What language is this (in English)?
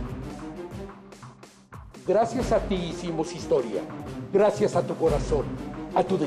Spanish